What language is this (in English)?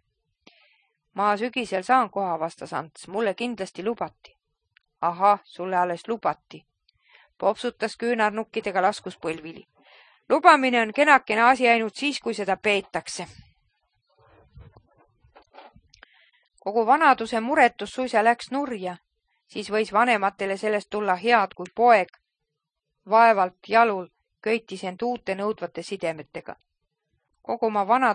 Estonian